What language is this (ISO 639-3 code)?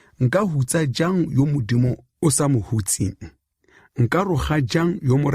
tsn